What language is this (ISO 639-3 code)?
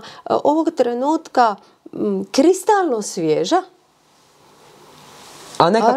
hrv